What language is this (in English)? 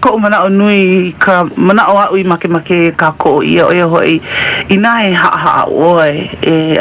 Hawaiian